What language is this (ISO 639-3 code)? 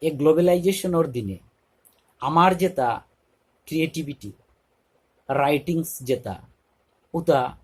bpy